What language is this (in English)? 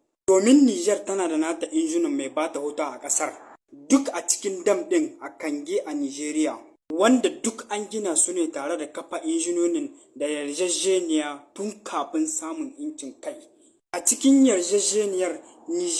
Hausa